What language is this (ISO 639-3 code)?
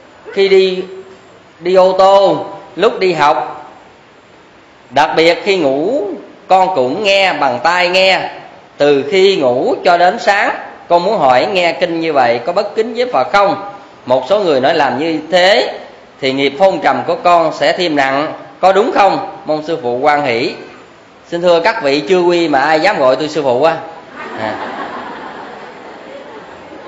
vie